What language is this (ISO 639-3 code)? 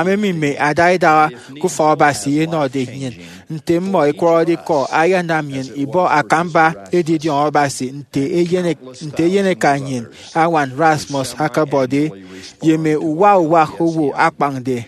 efi